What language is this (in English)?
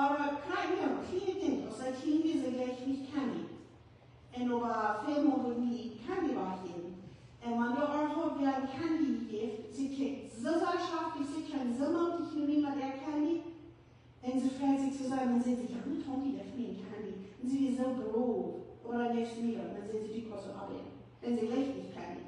Plautdietsch